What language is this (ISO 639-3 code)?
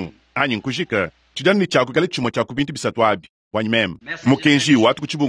lua